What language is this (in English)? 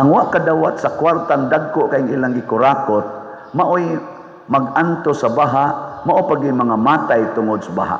Cebuano